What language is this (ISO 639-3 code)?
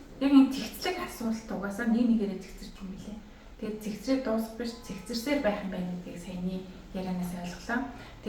mon